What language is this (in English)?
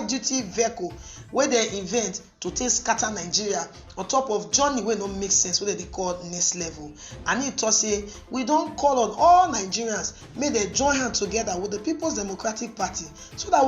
Nigerian Pidgin